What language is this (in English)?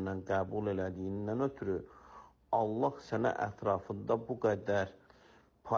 Azerbaijani